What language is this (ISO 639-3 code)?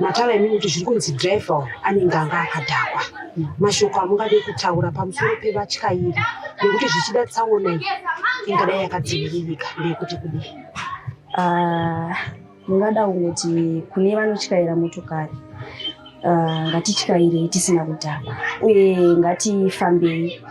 sna